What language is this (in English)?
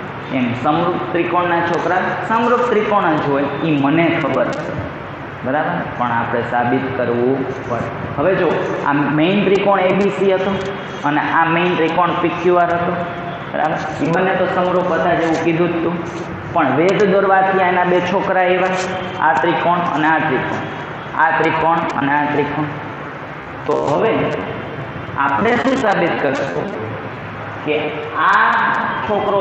Gujarati